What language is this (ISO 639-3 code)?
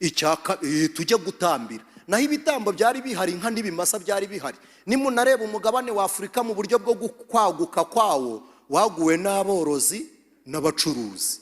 kin